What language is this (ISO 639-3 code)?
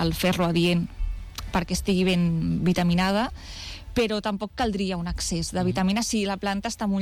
cat